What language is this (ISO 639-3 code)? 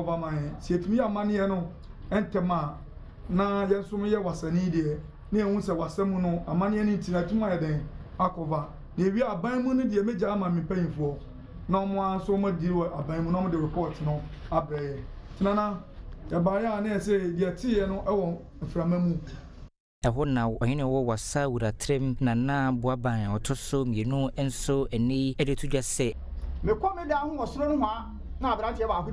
aka